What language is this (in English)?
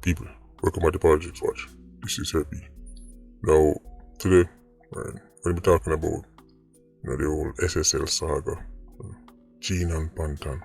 Jamaican Creole English